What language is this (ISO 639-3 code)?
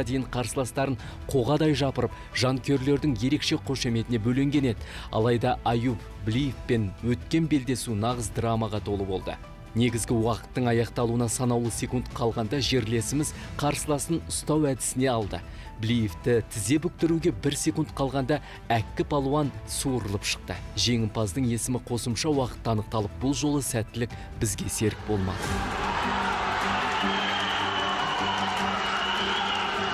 kaz